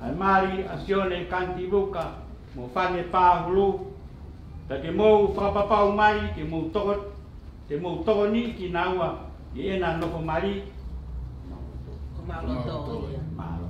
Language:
Tongan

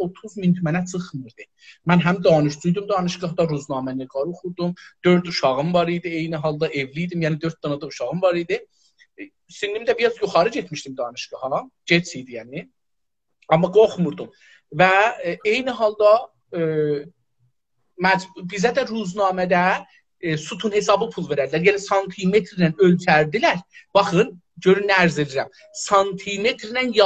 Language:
South Azerbaijani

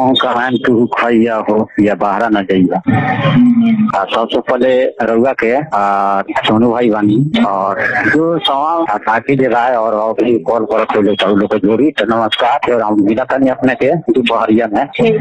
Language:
Bhojpuri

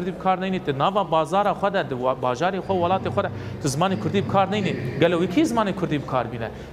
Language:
Kurdish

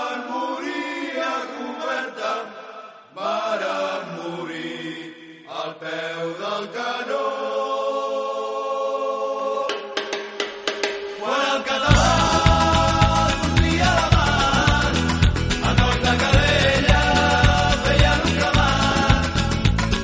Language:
Catalan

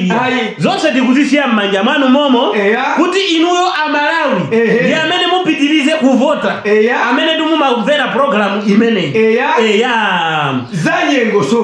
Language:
Nyanja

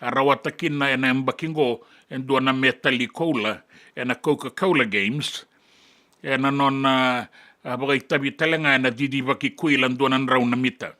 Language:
Fijian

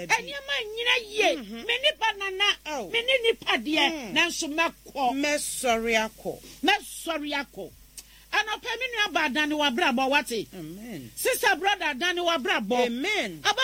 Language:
Akan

